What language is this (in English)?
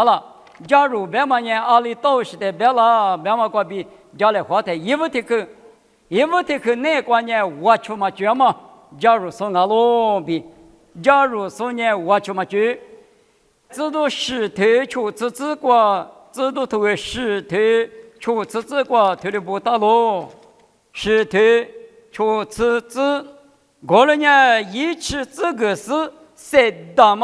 Lisu